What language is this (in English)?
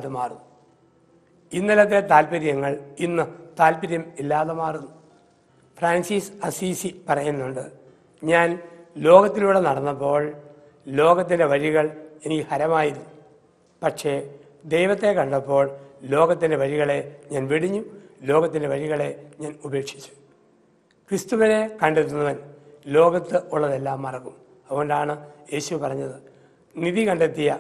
Malayalam